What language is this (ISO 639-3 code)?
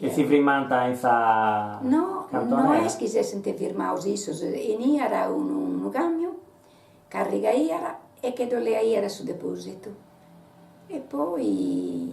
srd